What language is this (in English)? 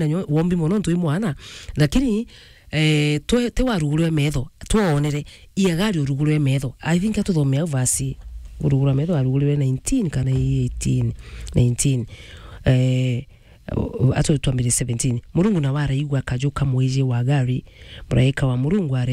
Meru